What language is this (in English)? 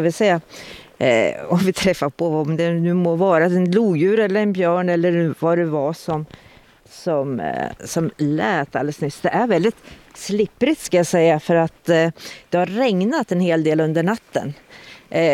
Swedish